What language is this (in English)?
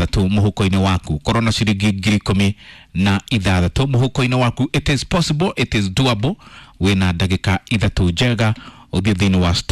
Kikuyu